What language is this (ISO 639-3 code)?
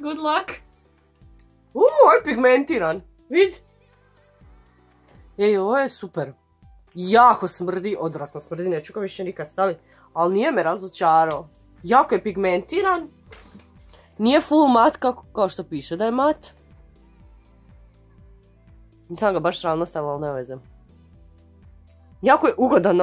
hrv